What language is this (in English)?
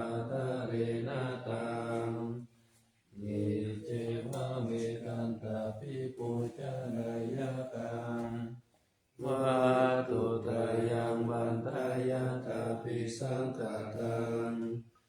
Pali